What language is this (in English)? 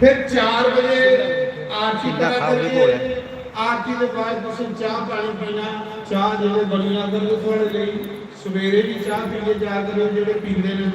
Dogri